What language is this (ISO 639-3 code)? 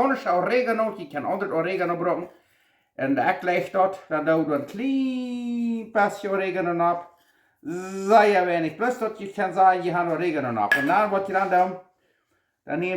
pdt